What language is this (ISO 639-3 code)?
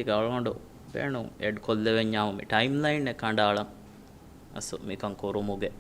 div